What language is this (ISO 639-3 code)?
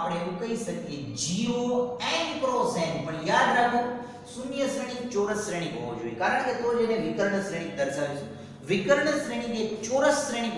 guj